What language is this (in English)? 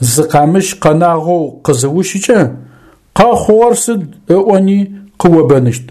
Adyghe